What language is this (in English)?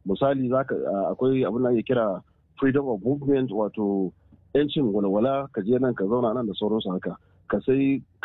Hausa